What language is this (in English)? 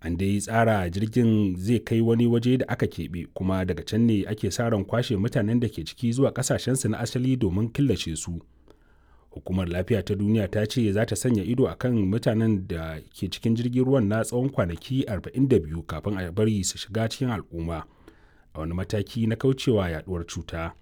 Hausa